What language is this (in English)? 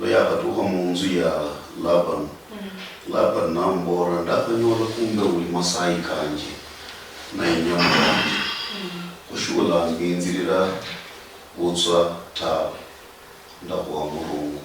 Luyia